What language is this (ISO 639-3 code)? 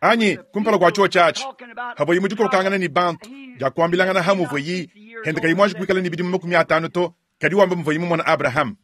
lua